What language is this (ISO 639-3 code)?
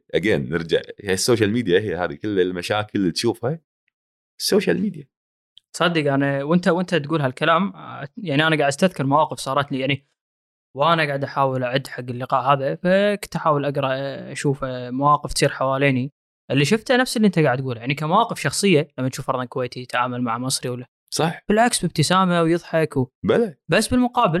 afb